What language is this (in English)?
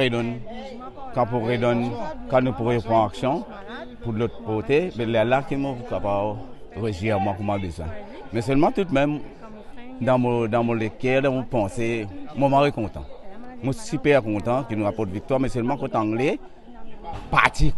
Morisyen